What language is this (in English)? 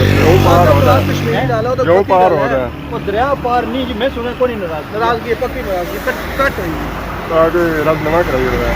Pahari-Potwari